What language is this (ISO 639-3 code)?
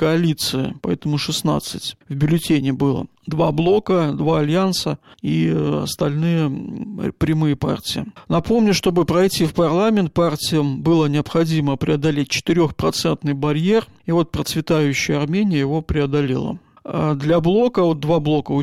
rus